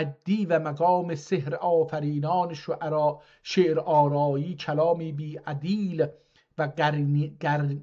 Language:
South Azerbaijani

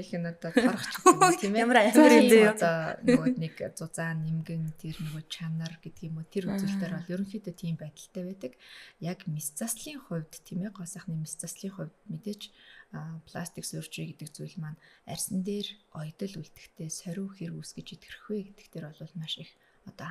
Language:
Mongolian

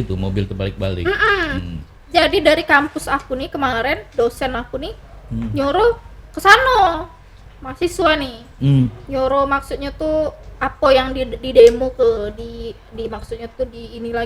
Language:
Musi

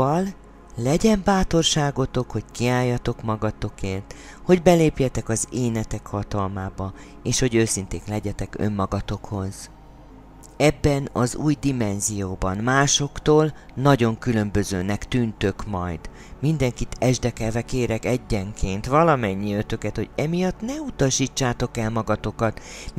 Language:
Hungarian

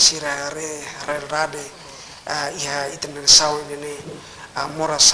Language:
Tetum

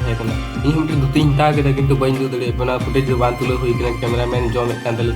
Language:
Santali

